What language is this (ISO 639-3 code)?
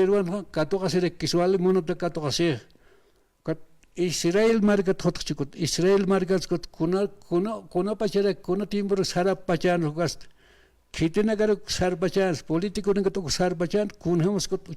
aym